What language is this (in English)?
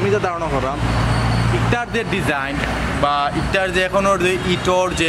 Sylheti